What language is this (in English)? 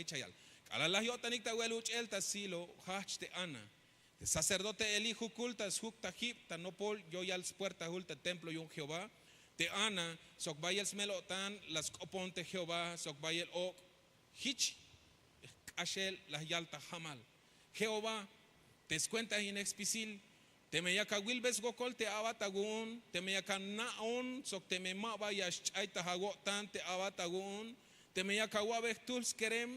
Tzeltal